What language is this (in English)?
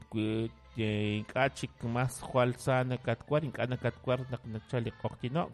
Kekchí